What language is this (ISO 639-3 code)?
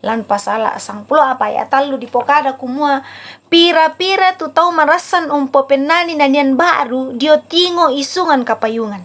sda